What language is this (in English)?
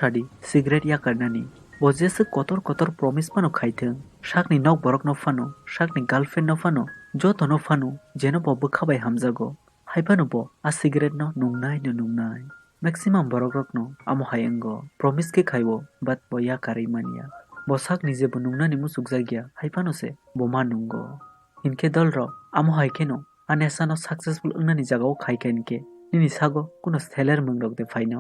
Kok Borok